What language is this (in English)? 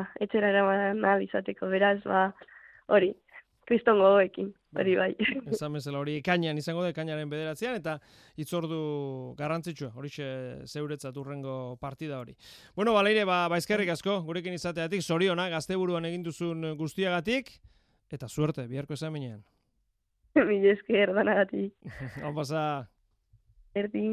Basque